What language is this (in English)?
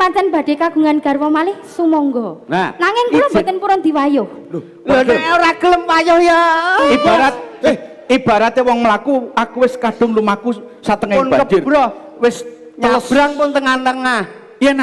Javanese